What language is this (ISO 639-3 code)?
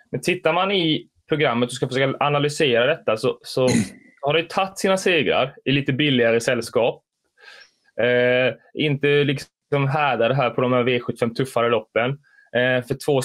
swe